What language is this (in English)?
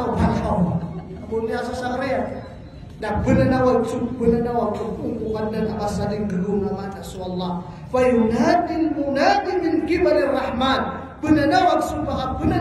Maranao